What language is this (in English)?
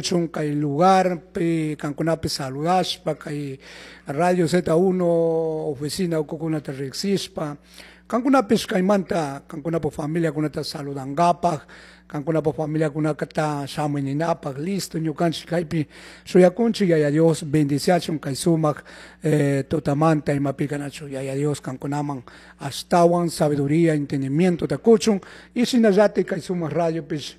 Chimborazo Highland Quichua